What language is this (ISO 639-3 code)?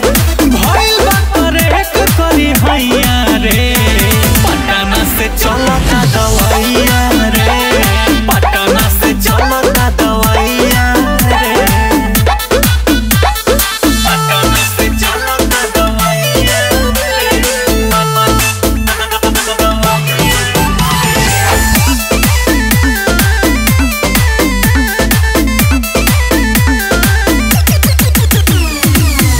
bho